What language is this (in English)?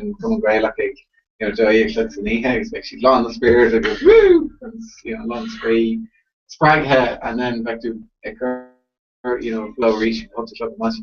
Irish